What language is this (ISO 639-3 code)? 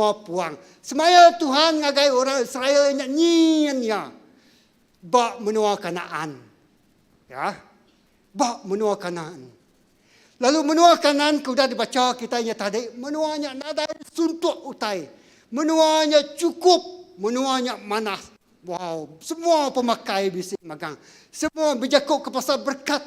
iba